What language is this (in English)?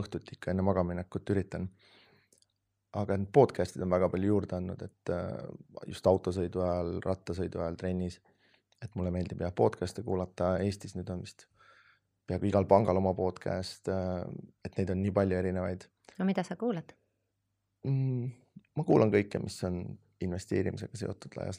Estonian